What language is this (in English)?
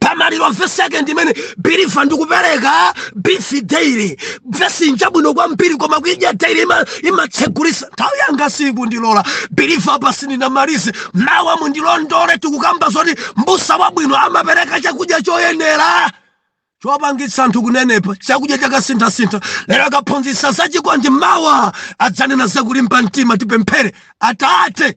Nyanja